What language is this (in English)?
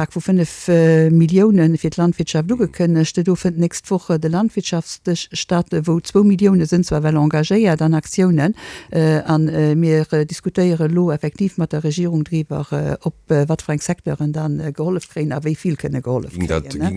Luxembourgish